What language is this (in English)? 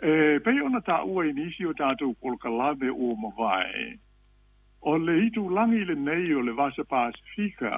Samoan